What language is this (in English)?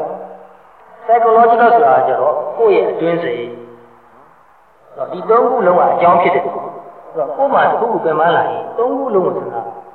Burmese